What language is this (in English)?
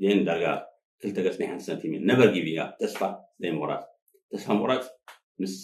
Tigrinya